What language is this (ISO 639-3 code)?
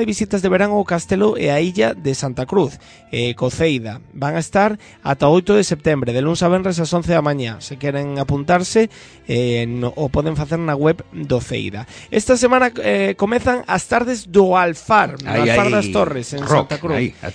glg